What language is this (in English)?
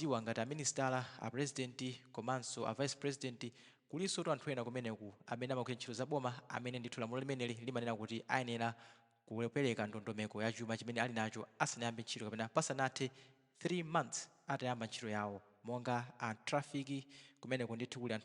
Nyanja